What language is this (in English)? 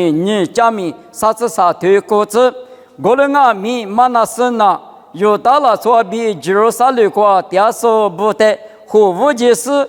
Lisu